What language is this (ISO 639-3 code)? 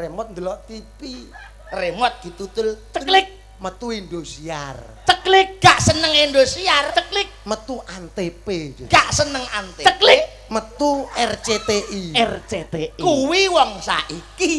jav